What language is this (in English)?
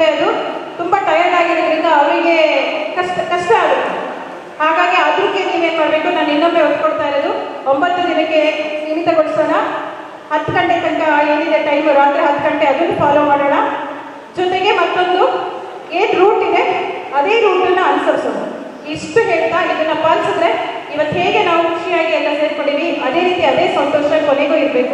Kannada